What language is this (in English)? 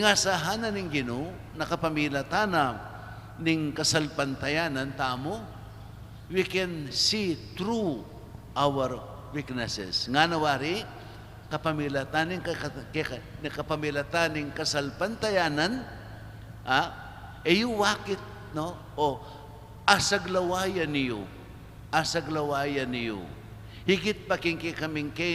Pampanga